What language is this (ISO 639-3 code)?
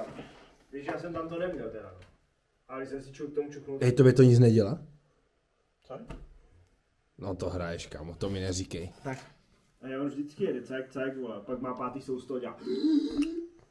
ces